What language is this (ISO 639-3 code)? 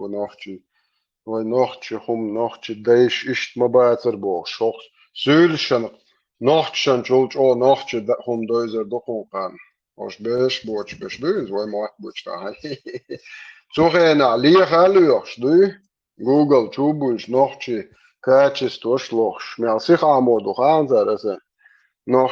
che